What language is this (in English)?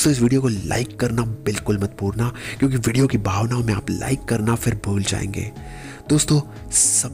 Hindi